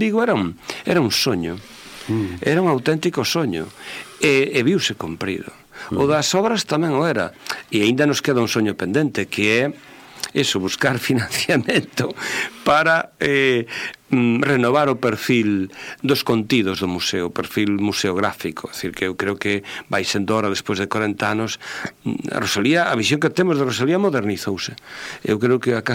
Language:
Galician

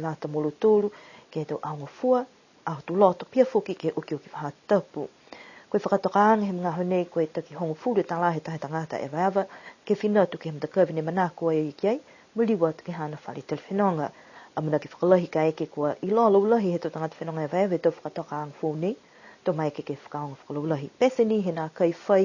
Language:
Niuean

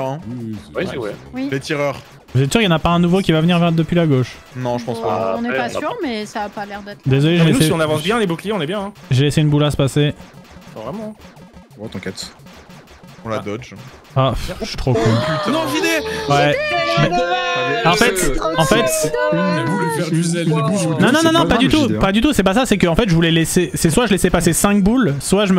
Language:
French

